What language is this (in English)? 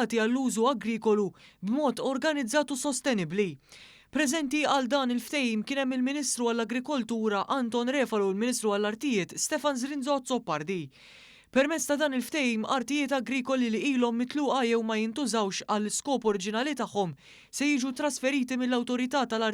Maltese